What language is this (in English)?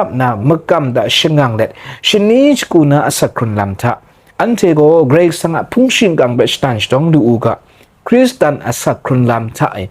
Kachin